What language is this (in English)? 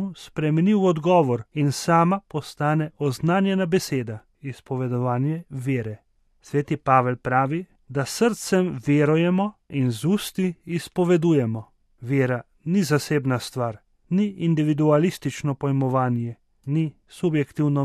Slovenian